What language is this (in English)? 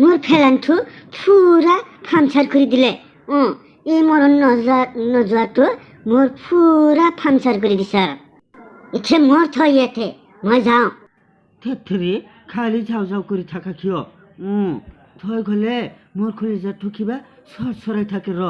Assamese